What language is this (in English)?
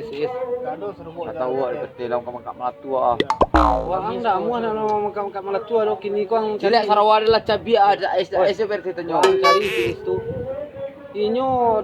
Minangkabau